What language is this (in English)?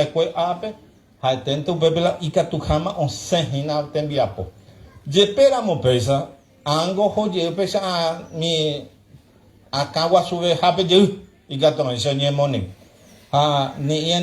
Guarani